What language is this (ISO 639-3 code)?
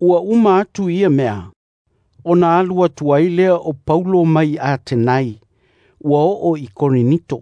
smo